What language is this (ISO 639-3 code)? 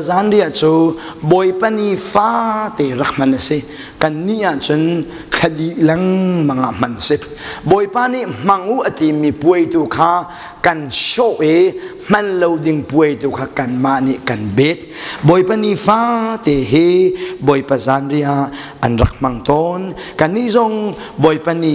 cnh